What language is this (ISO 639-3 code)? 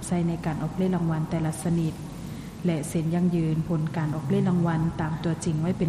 lao